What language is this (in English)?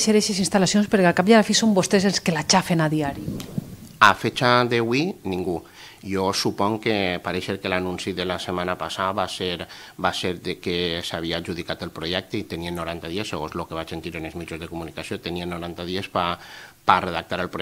Catalan